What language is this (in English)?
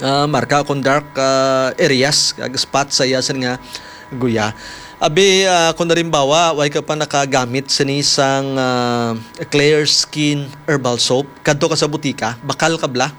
Hiligaynon